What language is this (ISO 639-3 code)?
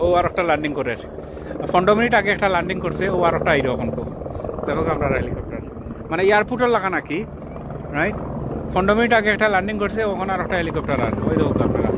syl